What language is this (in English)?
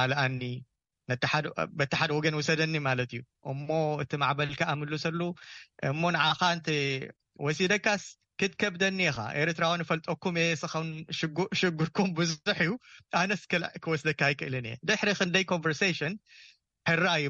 Tigrinya